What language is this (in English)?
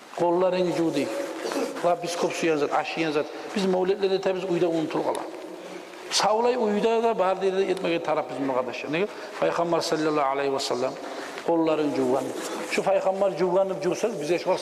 Kumyk